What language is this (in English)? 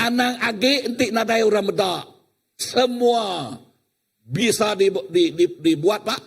Iban